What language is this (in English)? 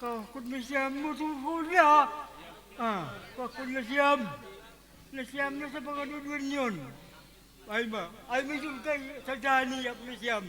Batak Simalungun